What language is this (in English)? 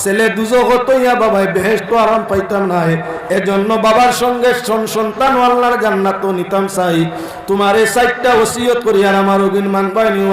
Sylheti